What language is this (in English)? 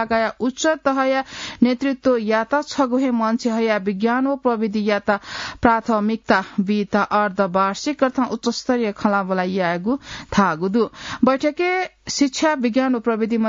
Newari